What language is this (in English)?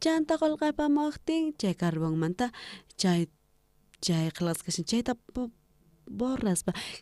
South Bolivian Quechua